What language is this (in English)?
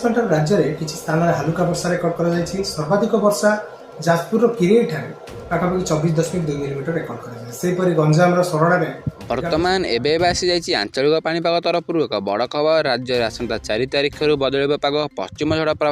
Odia